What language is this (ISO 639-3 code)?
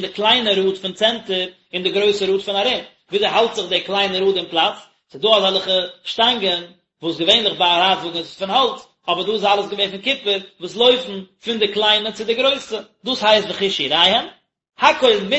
yid